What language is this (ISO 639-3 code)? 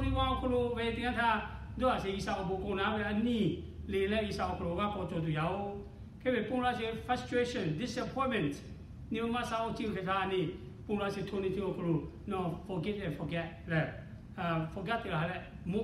lhu